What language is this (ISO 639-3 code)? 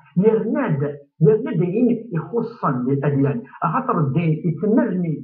kab